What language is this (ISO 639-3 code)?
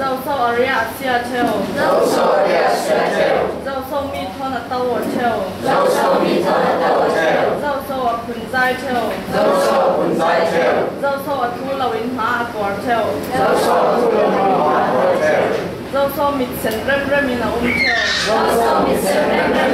cfm